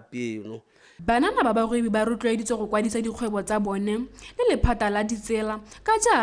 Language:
Tswana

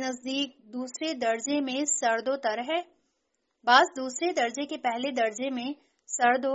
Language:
Urdu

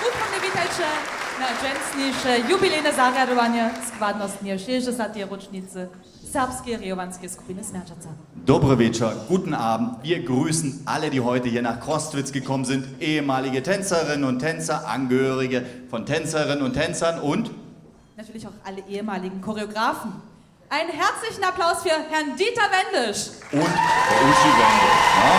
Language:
Upper Sorbian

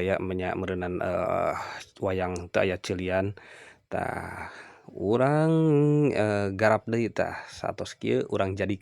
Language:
Sundanese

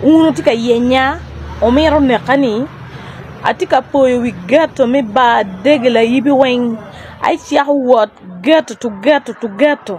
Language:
Acoli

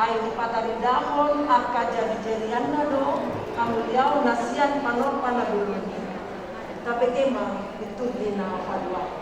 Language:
Batak Toba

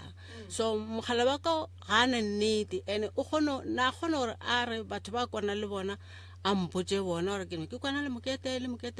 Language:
Northern Sotho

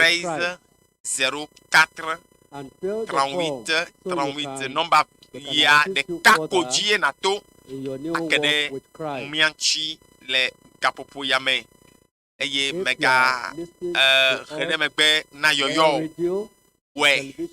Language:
Ewe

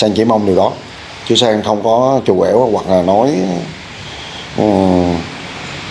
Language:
Vietnamese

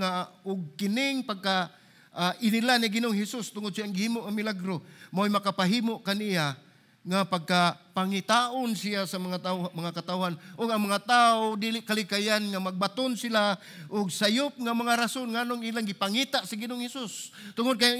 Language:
Cebuano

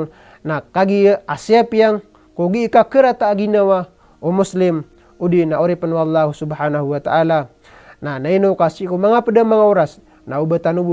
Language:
Maranao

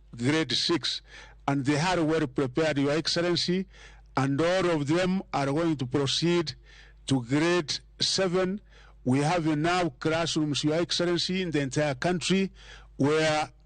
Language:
Luo (Kenya and Tanzania)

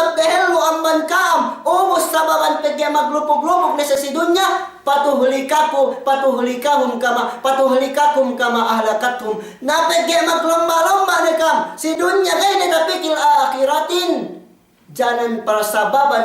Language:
Yakan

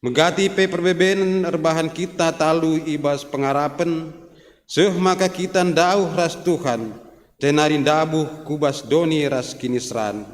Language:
Batak Karo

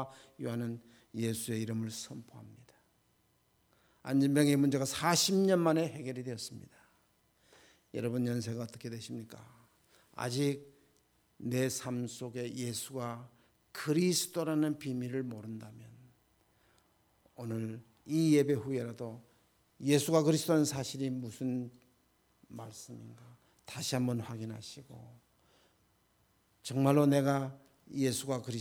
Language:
Korean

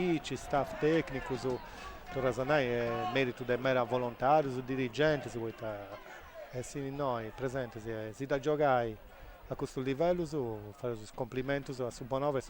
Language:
Sardinian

